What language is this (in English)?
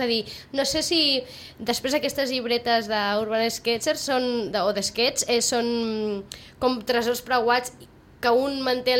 Catalan